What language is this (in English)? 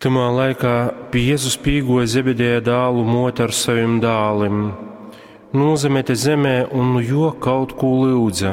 Latgalian